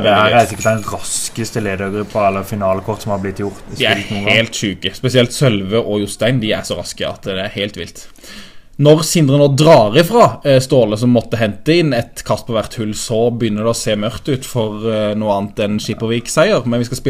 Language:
Norwegian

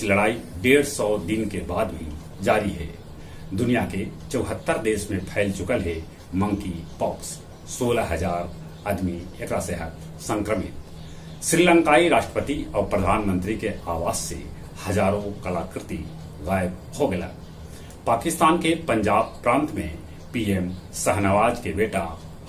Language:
Magahi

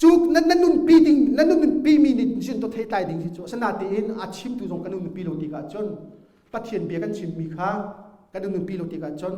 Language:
Hakha Chin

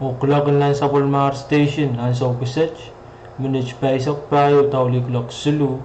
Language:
Pohnpeian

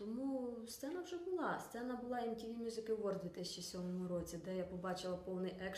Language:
Ukrainian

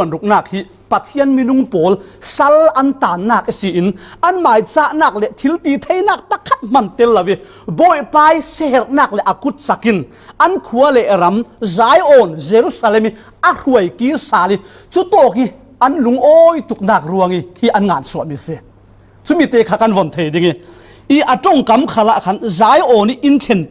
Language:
Falam Chin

